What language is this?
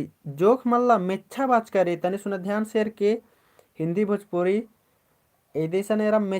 Kurukh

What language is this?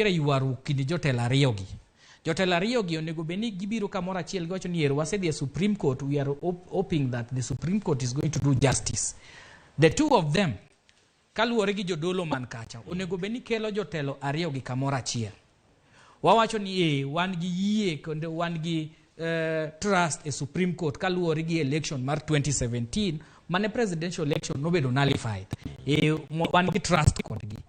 Luo (Kenya and Tanzania)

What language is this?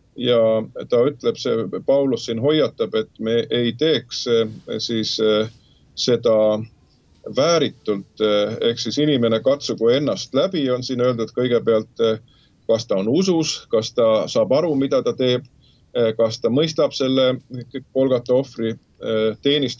Estonian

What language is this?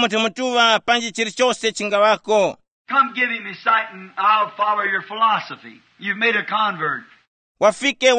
Tumbuka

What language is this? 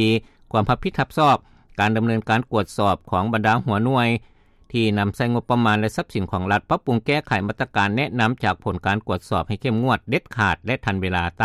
Lao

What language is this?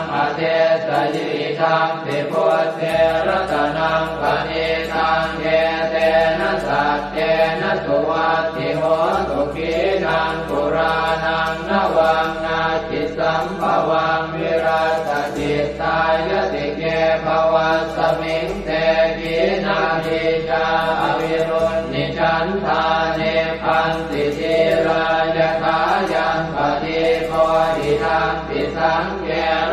Pali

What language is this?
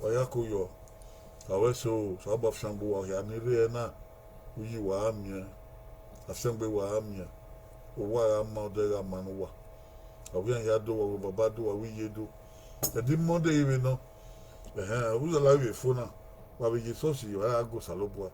Bini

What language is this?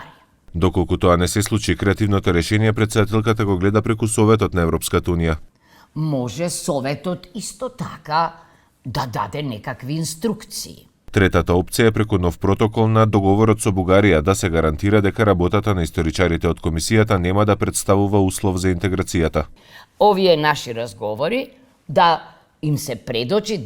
Macedonian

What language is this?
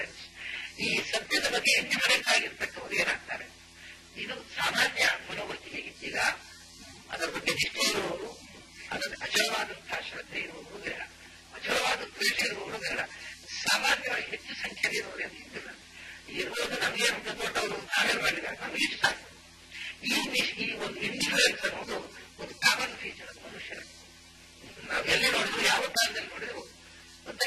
Kannada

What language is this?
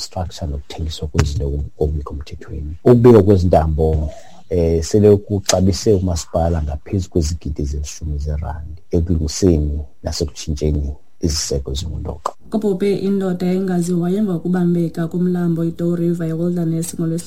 Xhosa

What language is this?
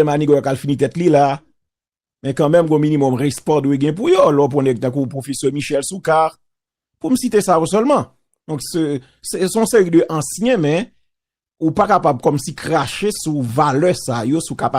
Haitian Creole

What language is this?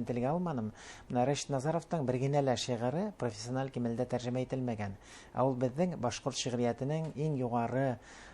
Bashkir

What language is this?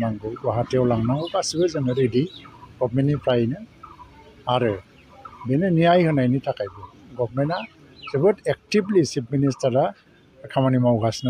Bodo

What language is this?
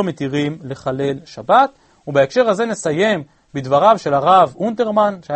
Hebrew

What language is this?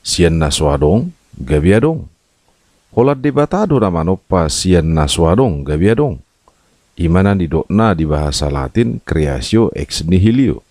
Batak Toba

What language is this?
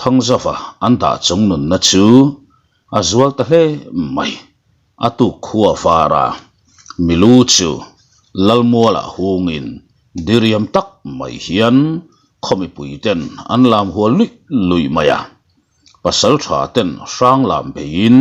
Mizo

